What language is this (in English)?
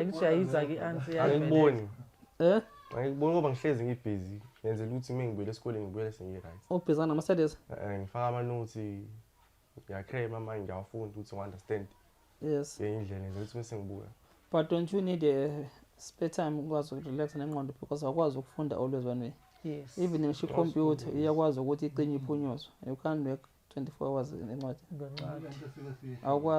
Zulu